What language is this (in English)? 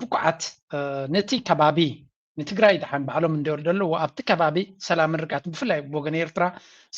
Tigrinya